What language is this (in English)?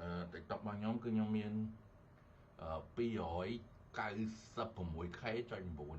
Khmer